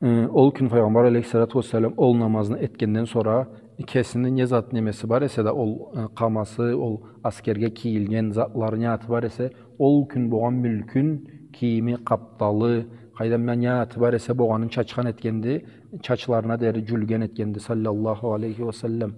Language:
Karachay-Balkar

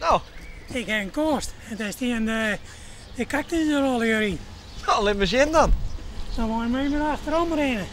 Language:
Western Frisian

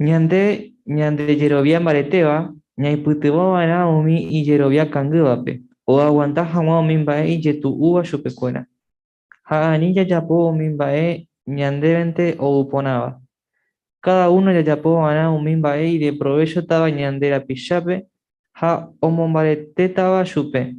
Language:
Guarani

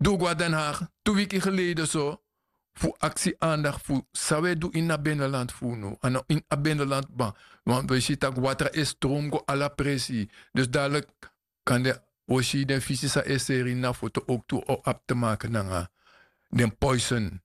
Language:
Sranan Tongo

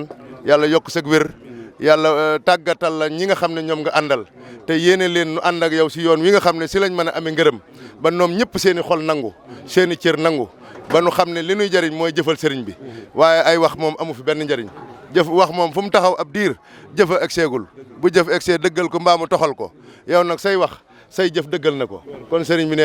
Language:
Wolof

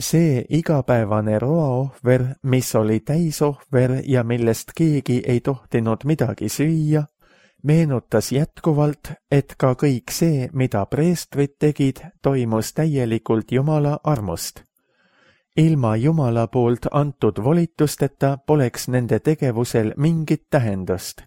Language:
Estonian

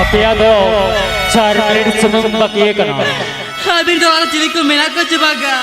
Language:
Santali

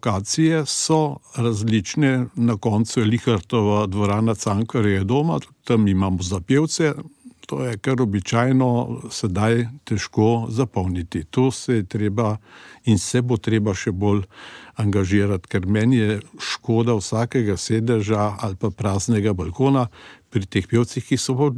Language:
Slovenian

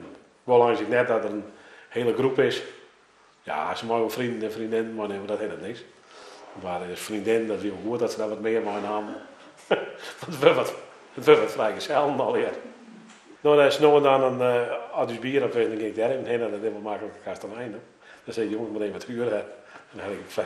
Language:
Western Frisian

